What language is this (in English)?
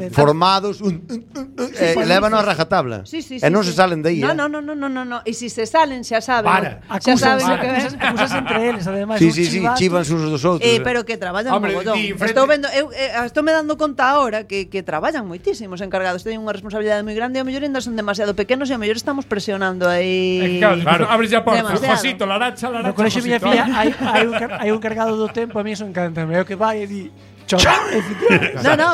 Galician